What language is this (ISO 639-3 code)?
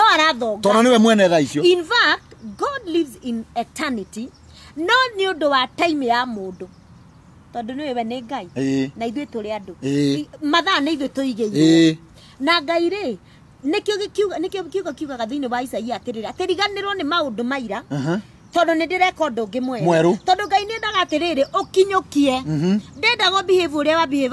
kik